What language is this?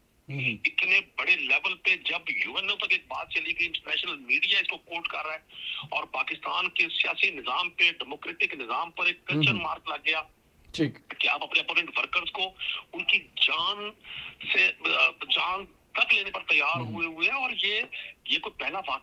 Urdu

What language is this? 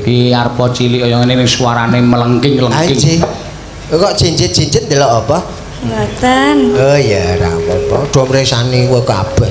Javanese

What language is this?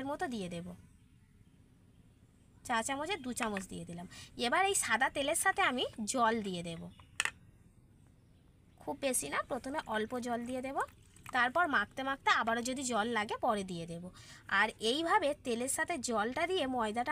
Bangla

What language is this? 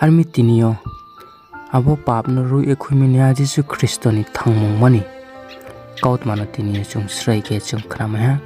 Riang (India)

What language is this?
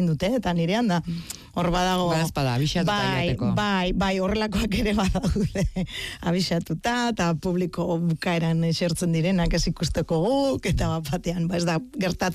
Basque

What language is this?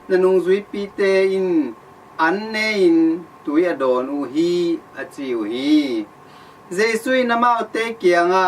Tedim Chin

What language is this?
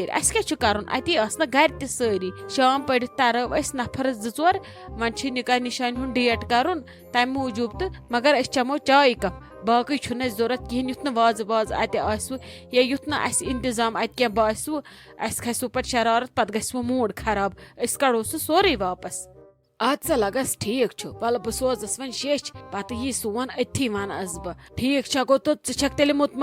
Kashmiri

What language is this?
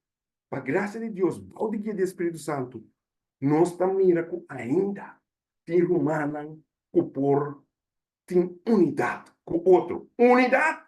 Papiamento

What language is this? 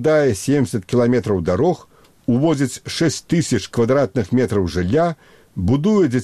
Belarusian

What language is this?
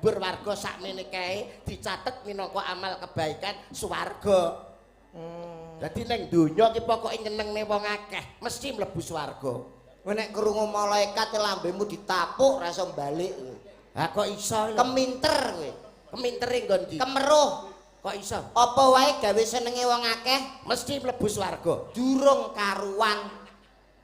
Javanese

